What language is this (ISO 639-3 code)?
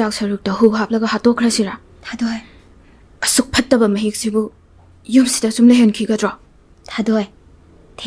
mni